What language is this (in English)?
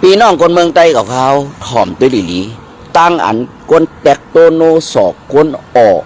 Shan